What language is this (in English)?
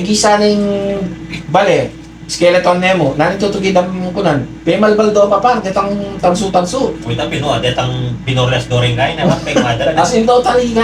Pampanga